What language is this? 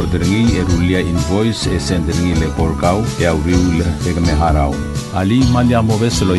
Palauan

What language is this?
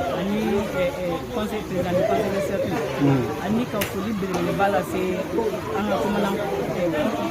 Bambara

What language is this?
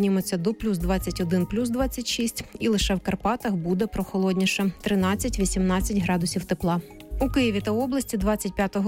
Ukrainian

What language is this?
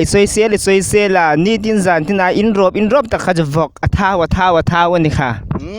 Hmar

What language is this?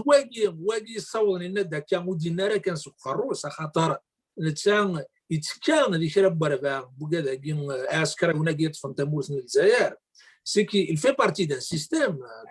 Kabyle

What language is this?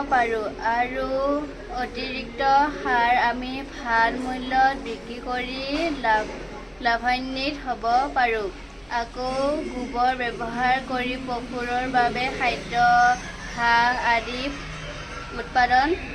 Assamese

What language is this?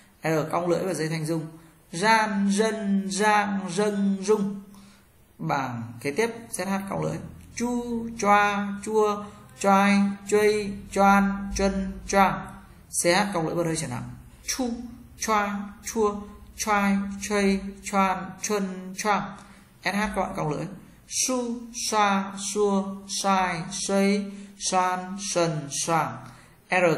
Vietnamese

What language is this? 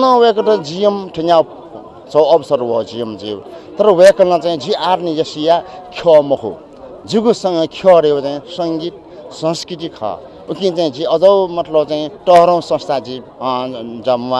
Newari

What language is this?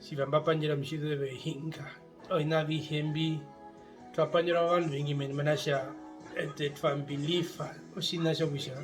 Herero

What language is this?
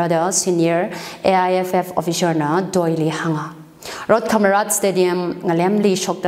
Tangkhul Naga (India)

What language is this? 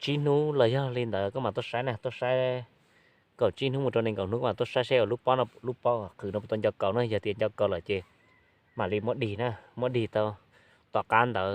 Hmong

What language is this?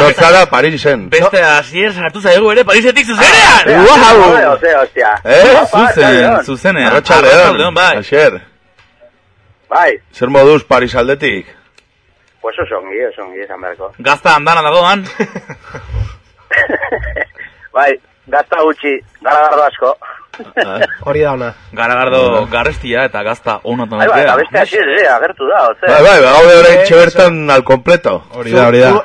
Basque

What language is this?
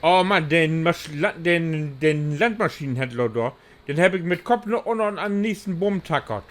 Low German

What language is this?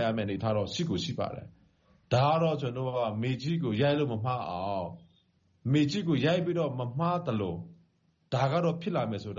Burmese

